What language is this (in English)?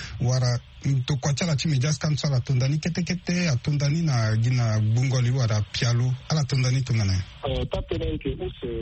Sango